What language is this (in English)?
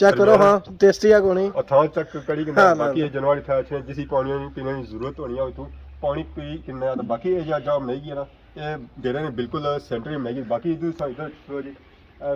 Pahari-Potwari